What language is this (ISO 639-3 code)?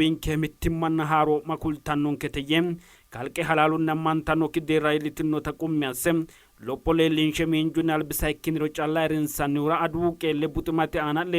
sid